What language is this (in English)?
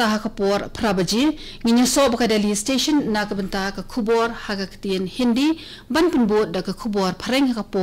Khasi